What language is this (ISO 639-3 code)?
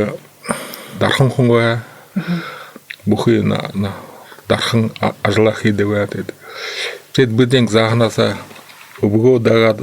bua